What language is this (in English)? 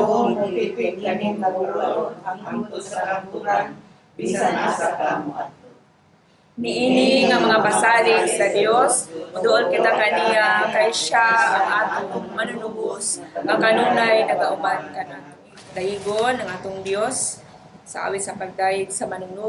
Cebuano